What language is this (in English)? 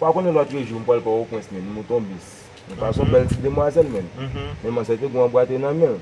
Haitian Creole